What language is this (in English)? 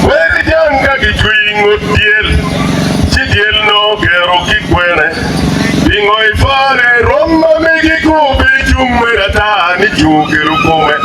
Acoli